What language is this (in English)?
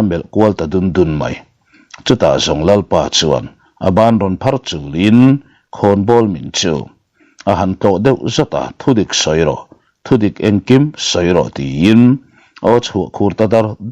Mizo